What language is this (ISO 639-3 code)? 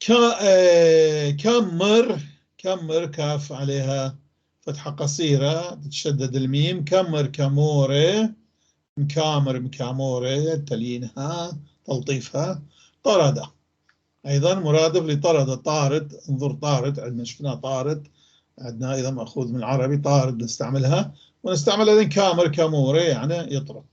apc